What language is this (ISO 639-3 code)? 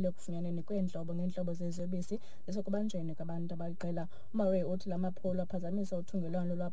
xho